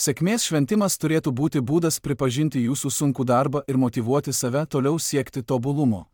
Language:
Lithuanian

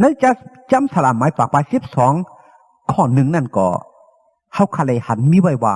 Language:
Shan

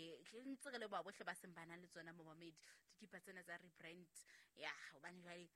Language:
Southern Sotho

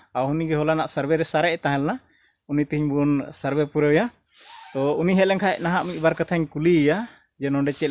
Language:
Santali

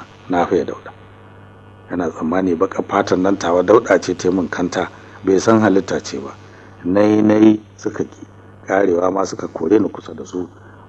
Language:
Hausa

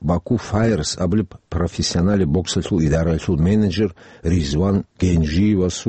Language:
Avaric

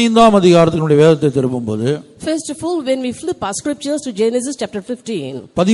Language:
Tamil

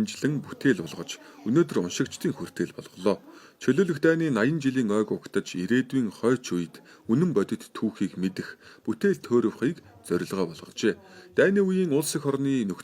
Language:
Mongolian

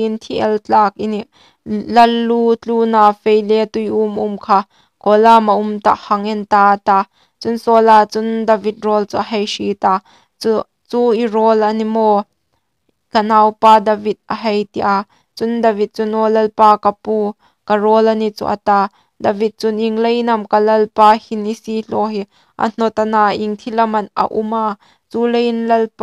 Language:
Hmar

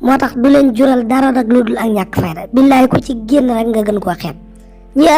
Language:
Wolof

